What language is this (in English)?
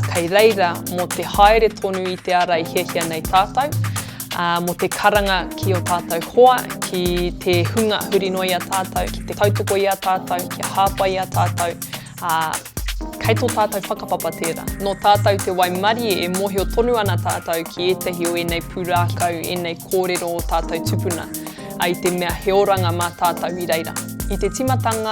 Māori